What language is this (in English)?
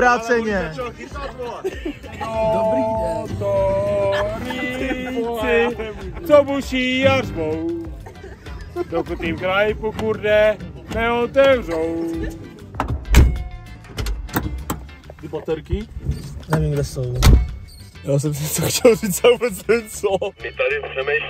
Czech